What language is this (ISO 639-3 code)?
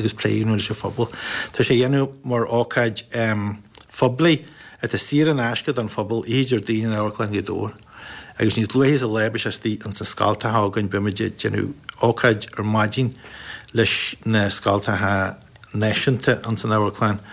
gle